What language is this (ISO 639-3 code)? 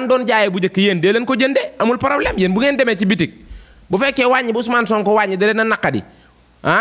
wol